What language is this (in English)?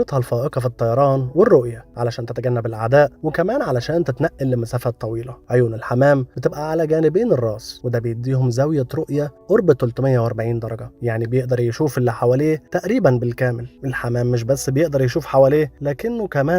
Egyptian Arabic